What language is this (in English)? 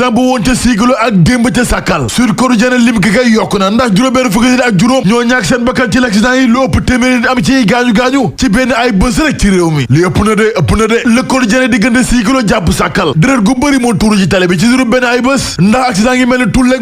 Wolof